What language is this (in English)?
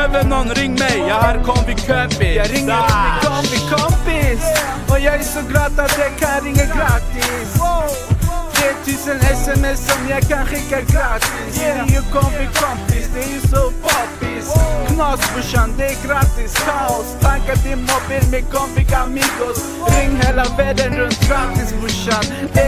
Swedish